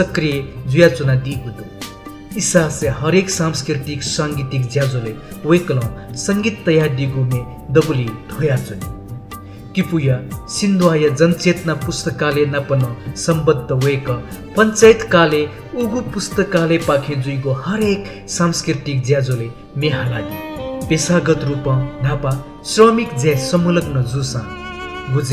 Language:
Newari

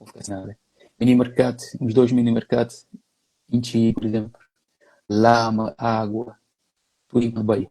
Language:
Kabuverdianu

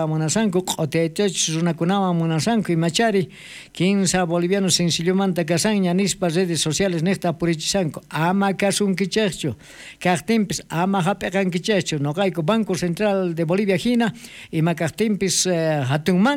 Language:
South Bolivian Quechua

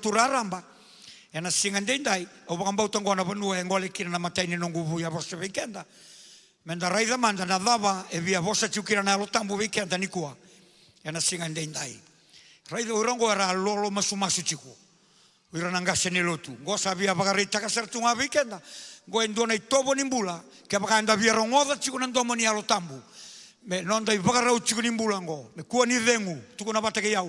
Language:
Fijian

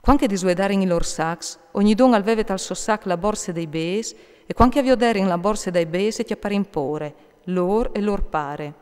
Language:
Friulian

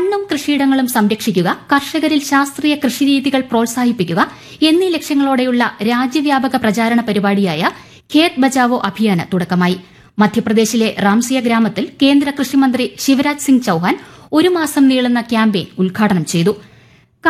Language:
Malayalam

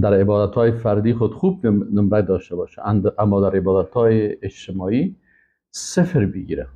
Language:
Persian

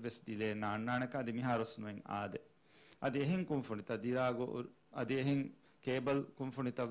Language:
Divehi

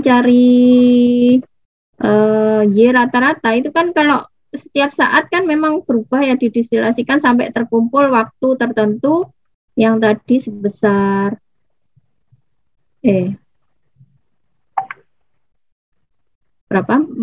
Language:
Indonesian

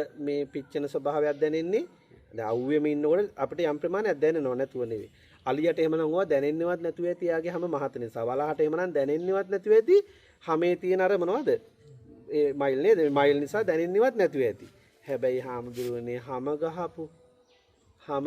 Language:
Sinhala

